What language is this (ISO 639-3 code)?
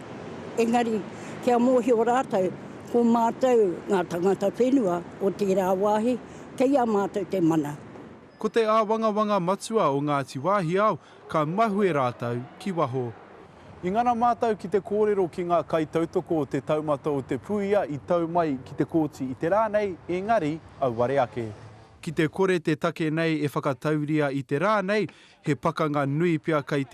mri